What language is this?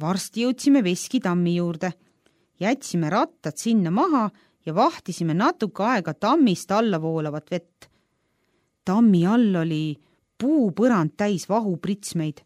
Estonian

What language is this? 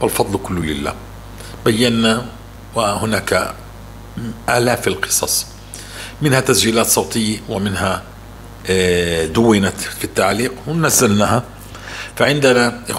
North Levantine Arabic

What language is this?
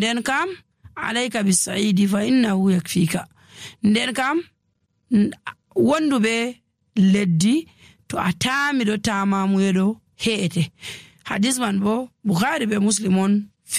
Nigerian Fulfulde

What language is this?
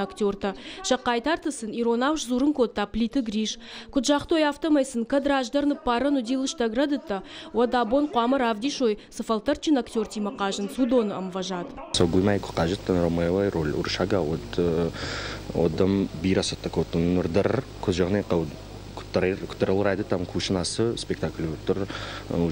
Ossetic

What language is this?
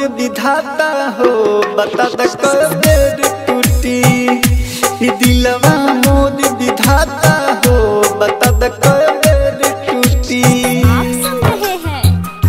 Bhojpuri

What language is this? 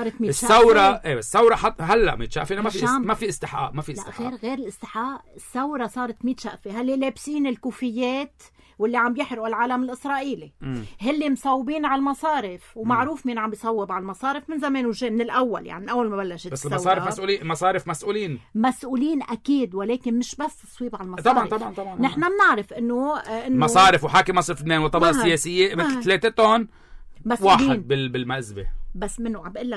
North Levantine Arabic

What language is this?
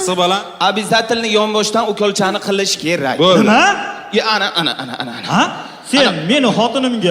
Uzbek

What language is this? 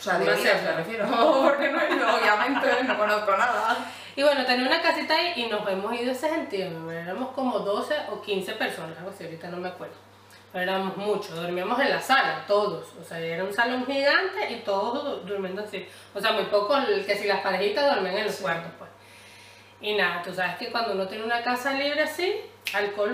Spanish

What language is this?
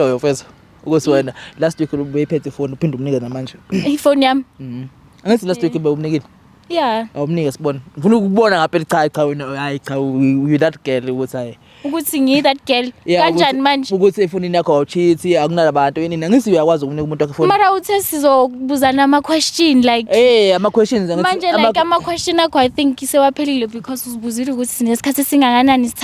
Zulu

